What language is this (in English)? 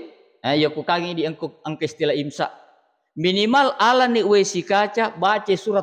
Buginese